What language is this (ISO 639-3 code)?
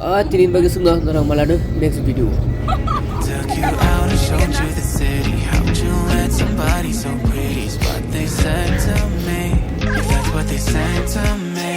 trp